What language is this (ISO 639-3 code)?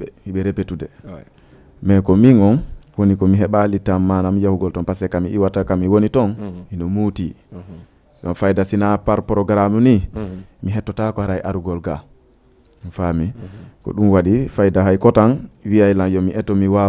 ful